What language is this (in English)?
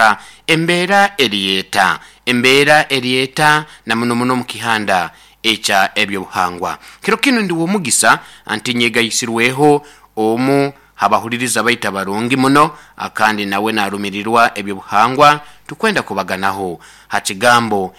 Nyoro